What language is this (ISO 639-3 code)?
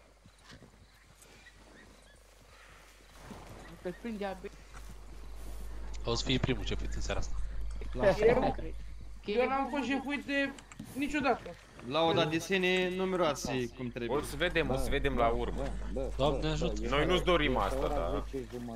ron